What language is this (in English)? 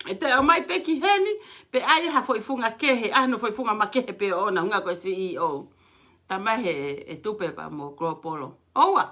Tongan